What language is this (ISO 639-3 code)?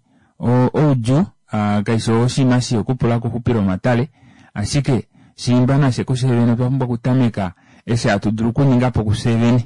kua